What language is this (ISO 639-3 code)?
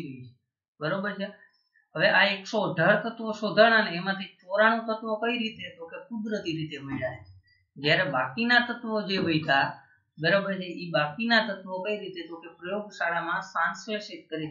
guj